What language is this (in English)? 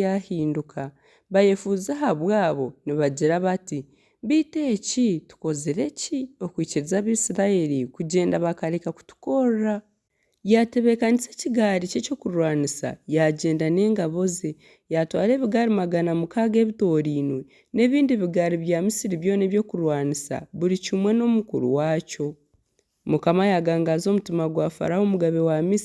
Nyankole